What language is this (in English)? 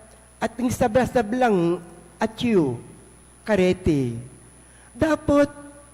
Pampanga